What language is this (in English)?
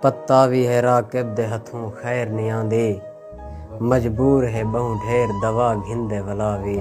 Saraiki